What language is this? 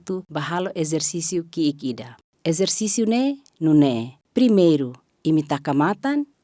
Tetum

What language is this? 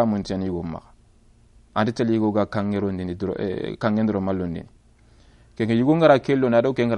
Soninke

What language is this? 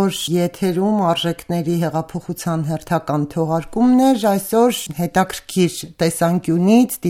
Armenian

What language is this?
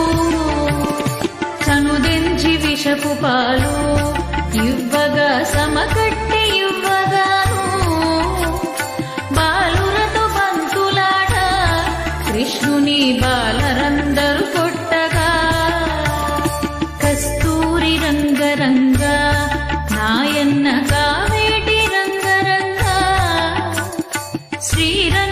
Telugu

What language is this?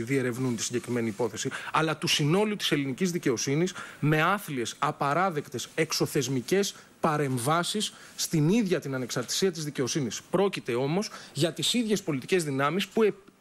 Greek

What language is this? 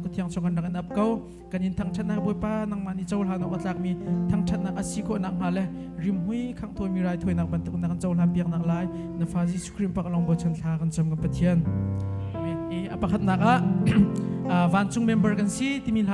Hakha Chin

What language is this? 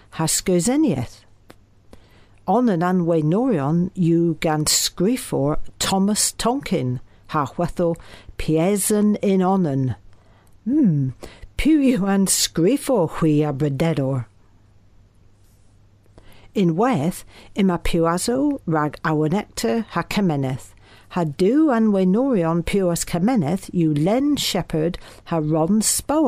Cornish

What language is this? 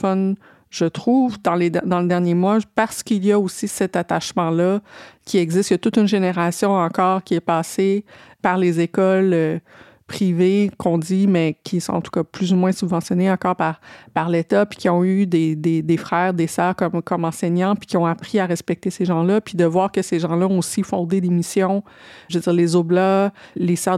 French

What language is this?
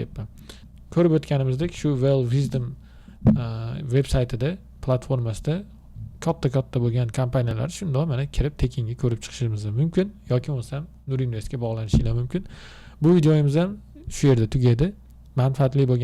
Uzbek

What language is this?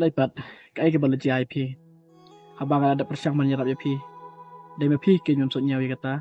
Khasi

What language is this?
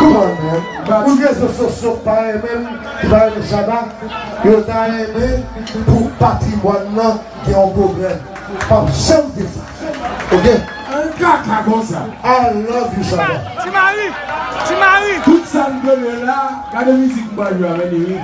Haitian Creole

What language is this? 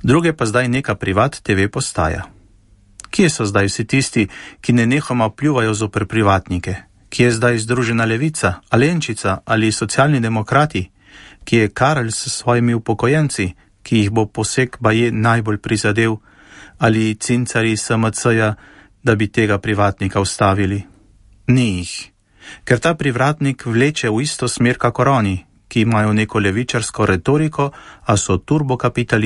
Slovenian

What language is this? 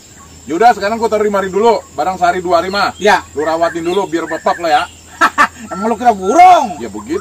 Betawi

